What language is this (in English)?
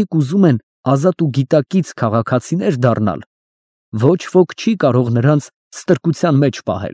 Armenian